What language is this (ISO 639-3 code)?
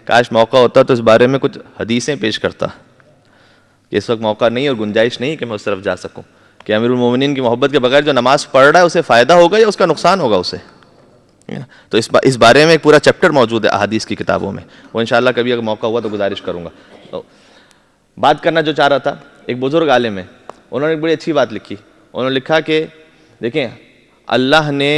urd